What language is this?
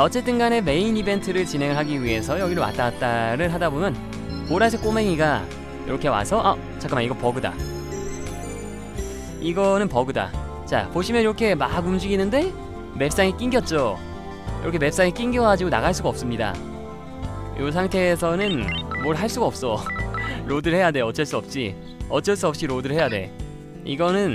Korean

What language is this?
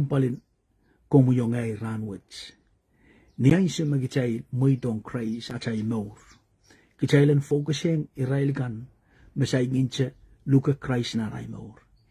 Pohnpeian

